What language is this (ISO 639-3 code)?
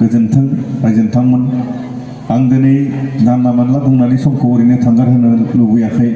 brx